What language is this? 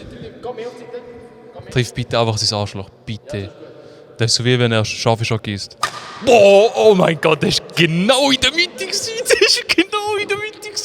Swiss German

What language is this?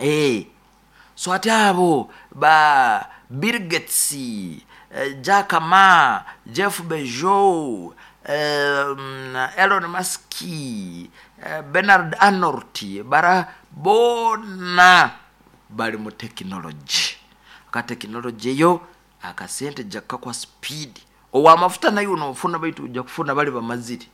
Nyoro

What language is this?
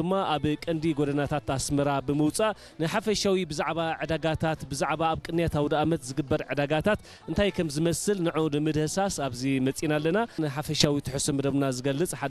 Tigrinya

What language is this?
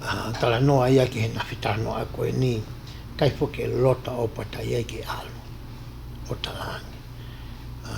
Tongan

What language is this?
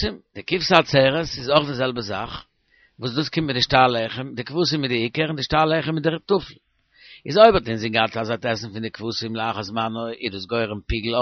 Yiddish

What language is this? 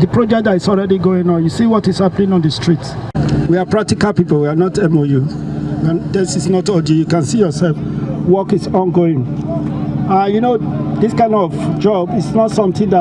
Nigerian Pidgin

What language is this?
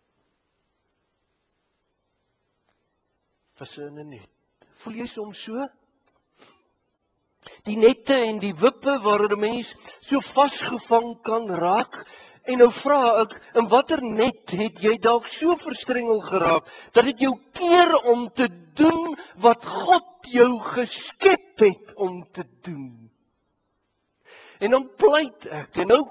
Afrikaans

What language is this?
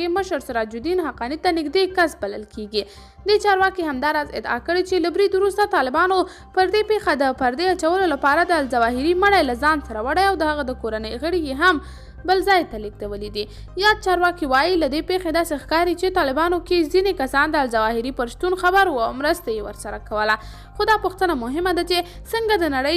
Pashto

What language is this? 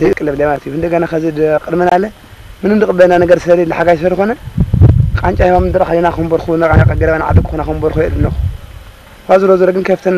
Tigrinya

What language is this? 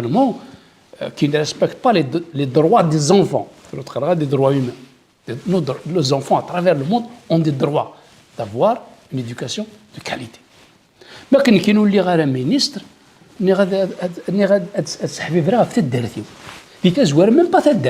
Kabyle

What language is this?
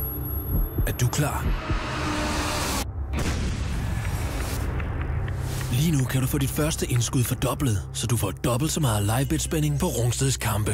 Danish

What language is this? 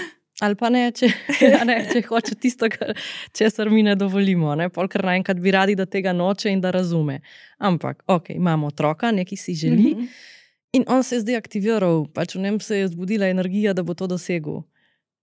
Slovenian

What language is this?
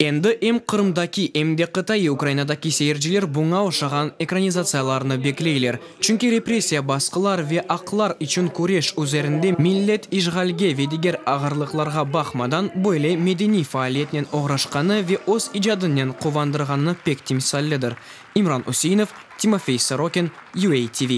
Crimean Tatar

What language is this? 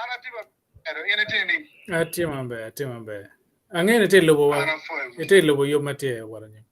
Acoli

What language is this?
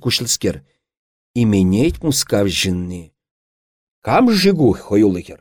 Chuvash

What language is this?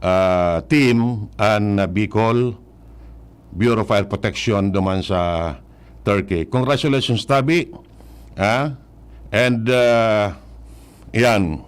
Bikol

